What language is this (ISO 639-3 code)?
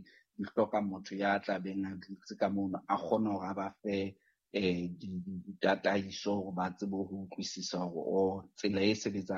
sot